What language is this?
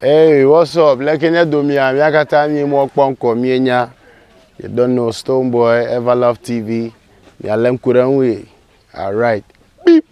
Ewe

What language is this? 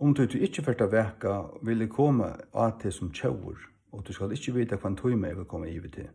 Faroese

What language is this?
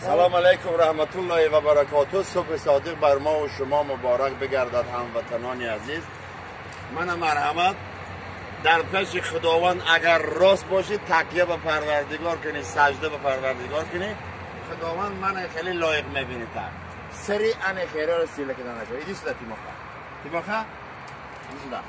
Tajik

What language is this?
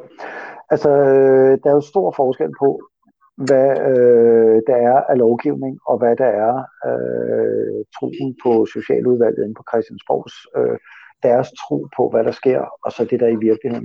Danish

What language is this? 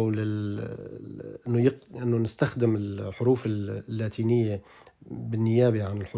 North Levantine Arabic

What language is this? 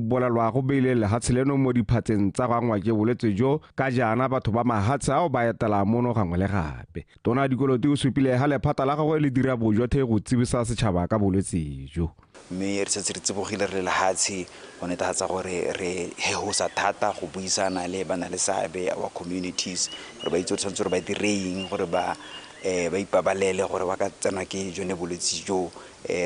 Tswana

